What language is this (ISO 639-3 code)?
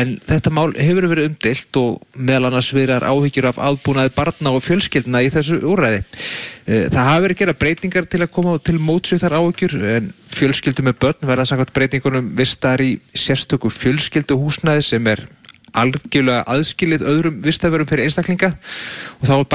isl